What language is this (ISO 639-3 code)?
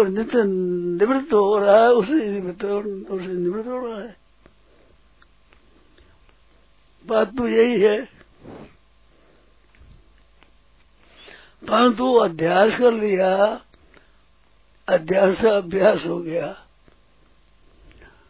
hin